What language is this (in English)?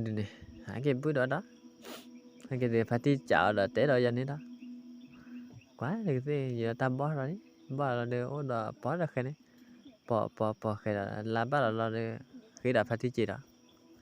S'gaw Karen